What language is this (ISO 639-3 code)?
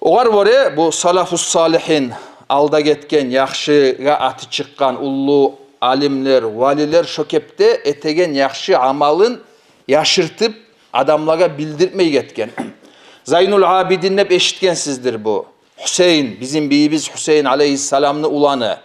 kum